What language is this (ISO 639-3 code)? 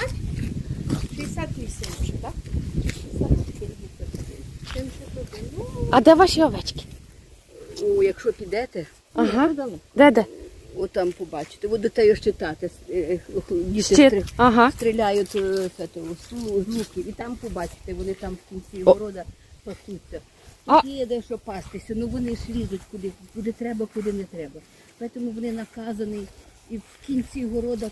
ukr